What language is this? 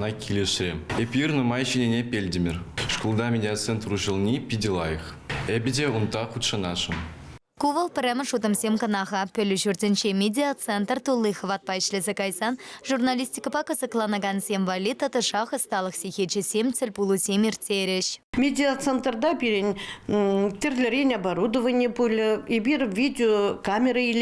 Chuvash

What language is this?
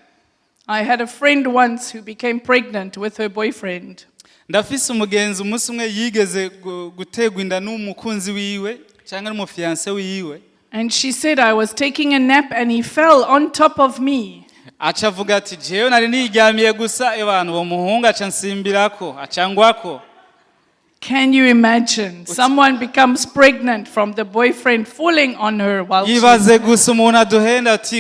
Rundi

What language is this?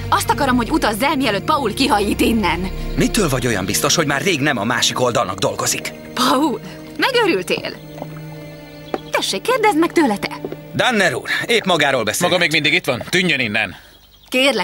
Hungarian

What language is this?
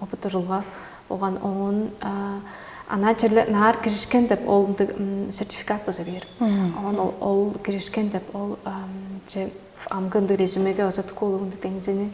Tuvinian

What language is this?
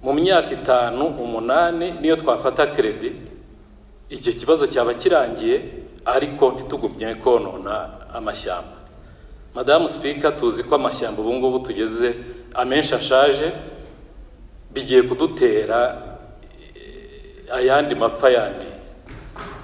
Kinyarwanda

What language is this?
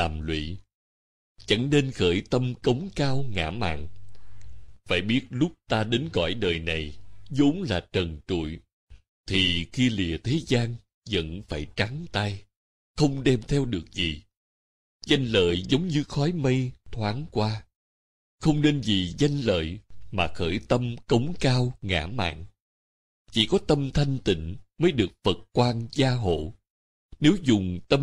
Vietnamese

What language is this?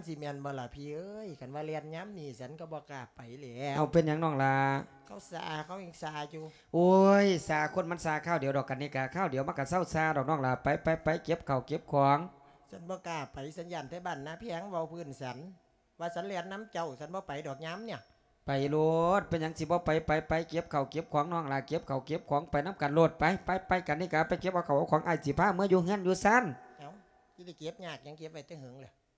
Lao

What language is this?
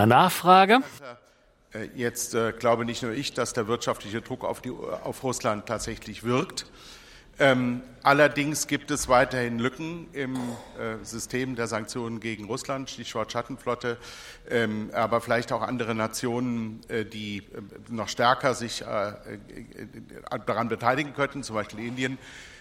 German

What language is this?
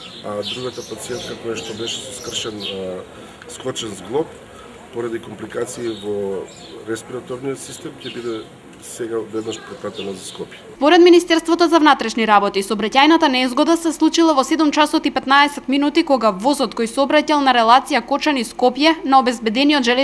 Macedonian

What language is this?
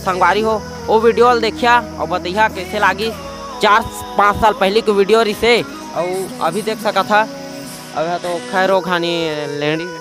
Chhattisgarhi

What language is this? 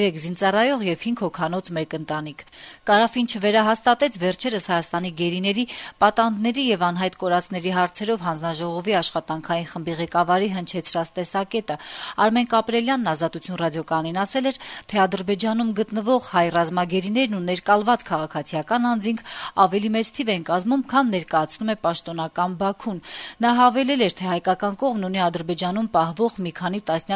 Armenian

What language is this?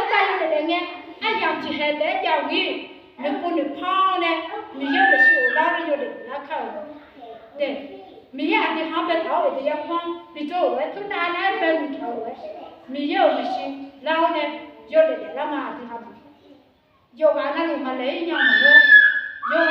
Akha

